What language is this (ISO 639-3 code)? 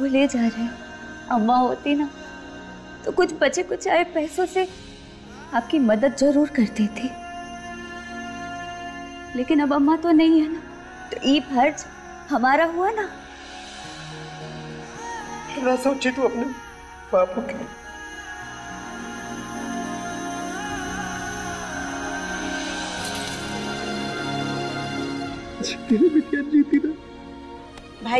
hin